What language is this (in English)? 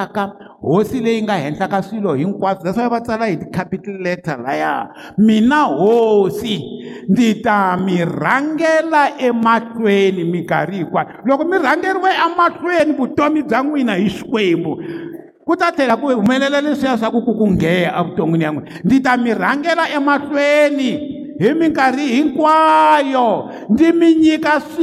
Tsonga